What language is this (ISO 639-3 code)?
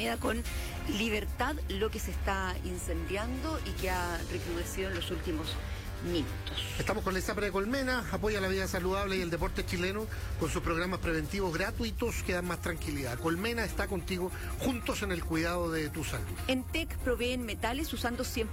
spa